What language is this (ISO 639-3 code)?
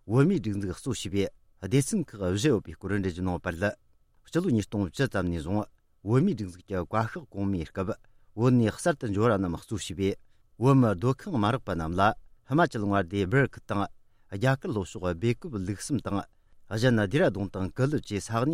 bod